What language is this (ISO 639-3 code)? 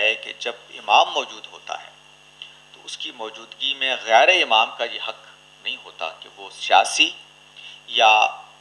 urd